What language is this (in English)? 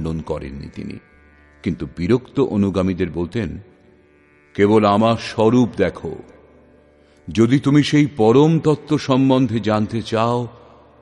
Bangla